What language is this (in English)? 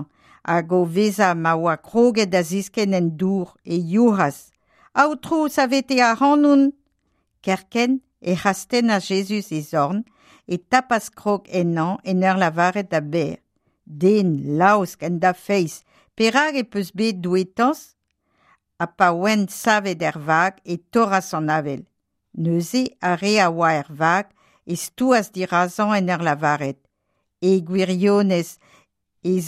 Breton